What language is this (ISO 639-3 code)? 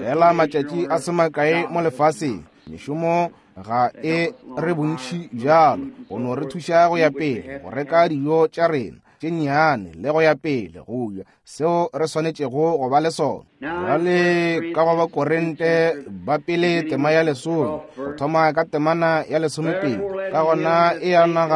nso